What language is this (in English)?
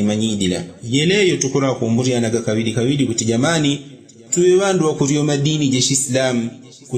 Yao